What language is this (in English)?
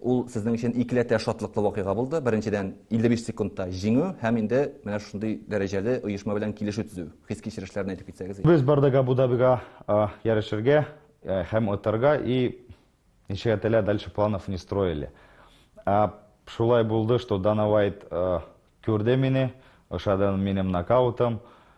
Tatar